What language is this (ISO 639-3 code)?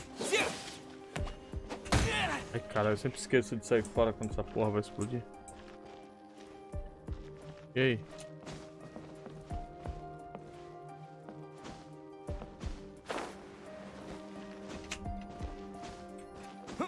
por